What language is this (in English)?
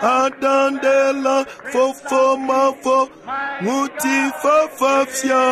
Ewe